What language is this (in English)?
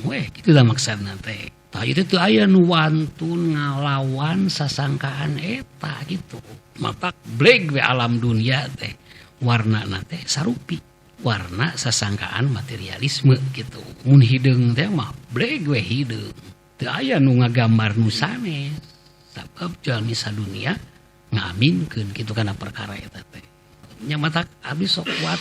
Sundanese